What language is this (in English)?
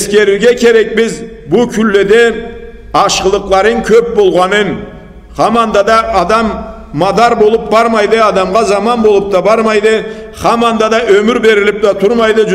Karachay-Balkar